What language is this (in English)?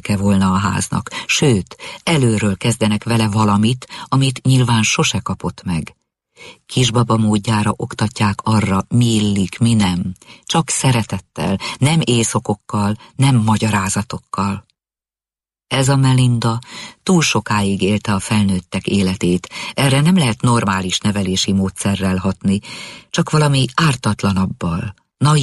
Hungarian